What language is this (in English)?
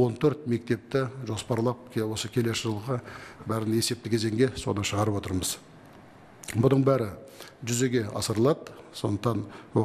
Kazakh